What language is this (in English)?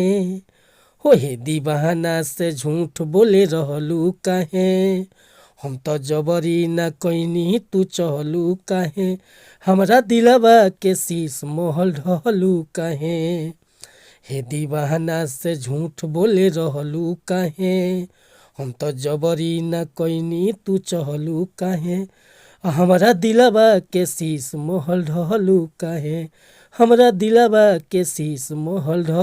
Bhojpuri